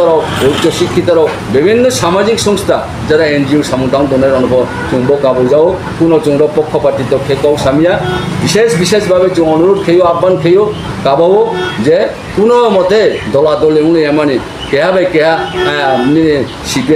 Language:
Riang (India)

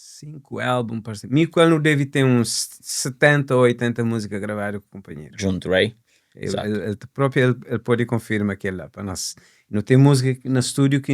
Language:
Kabuverdianu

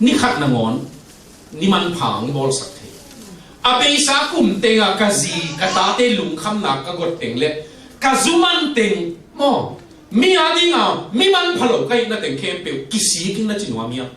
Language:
Tedim Chin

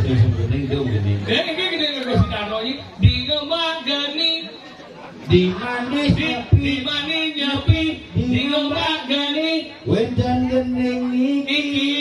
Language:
Balinese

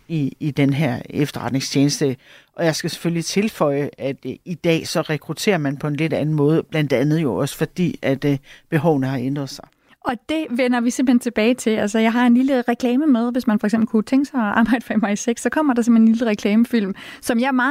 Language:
Danish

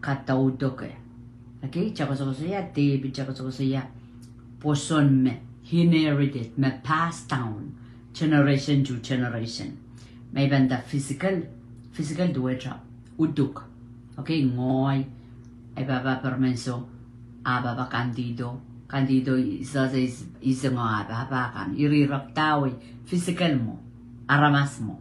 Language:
Pohnpeian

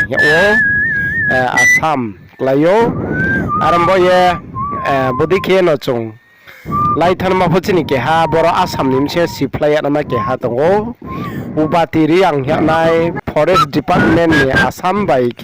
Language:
Riang (India)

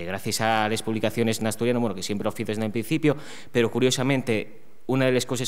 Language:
Asturian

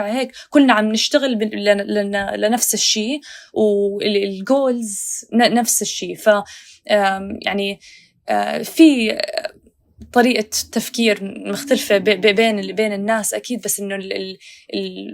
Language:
North Levantine Arabic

